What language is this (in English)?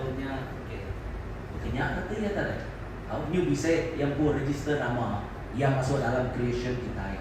Iban